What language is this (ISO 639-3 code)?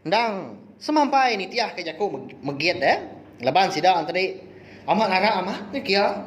iba